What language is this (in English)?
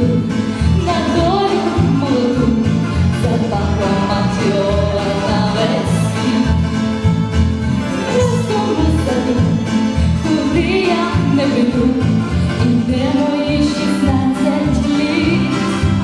Ukrainian